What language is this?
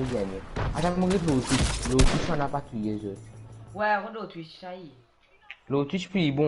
Morisyen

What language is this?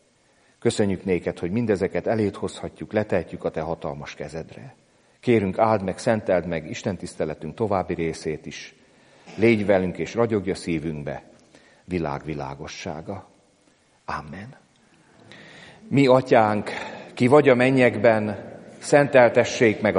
Hungarian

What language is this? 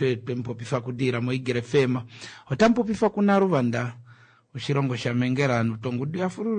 Kuanyama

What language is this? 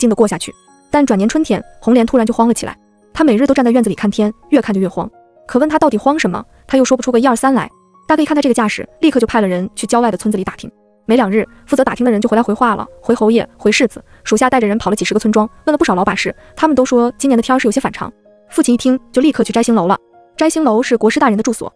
Chinese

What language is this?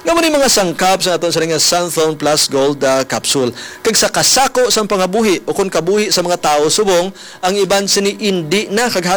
Hiligaynon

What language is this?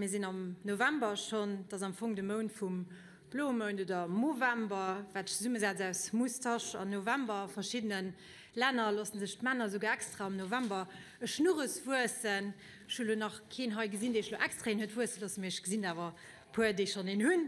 Luxembourgish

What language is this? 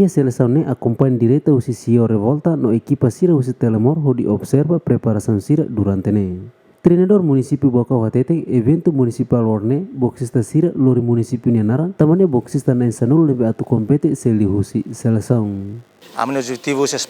Tetum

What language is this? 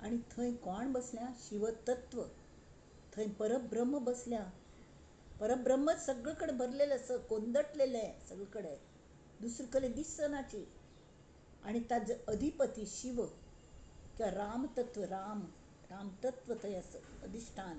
Konkani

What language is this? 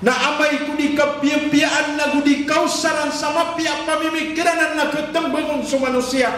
Maranao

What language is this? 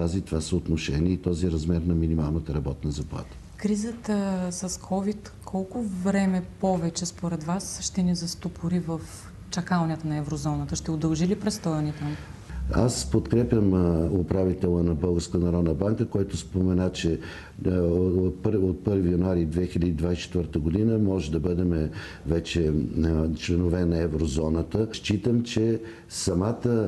Bulgarian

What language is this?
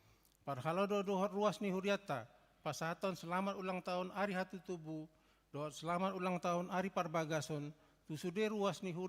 Batak Toba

